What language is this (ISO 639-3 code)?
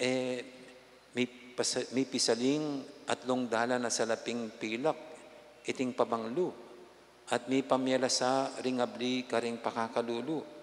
pam